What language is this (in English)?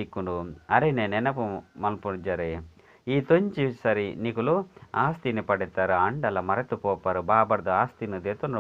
Tulu